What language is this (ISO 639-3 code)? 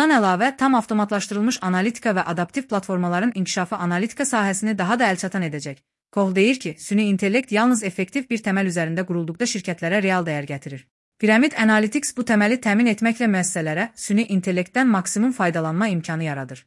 aze